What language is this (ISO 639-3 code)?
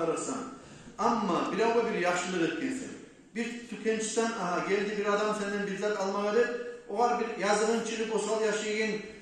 kum